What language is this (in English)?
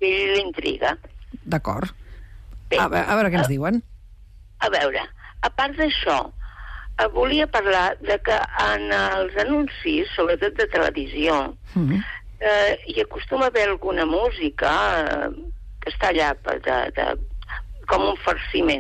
Catalan